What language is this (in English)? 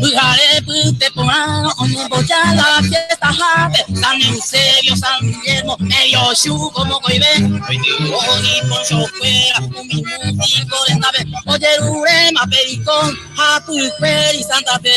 Guarani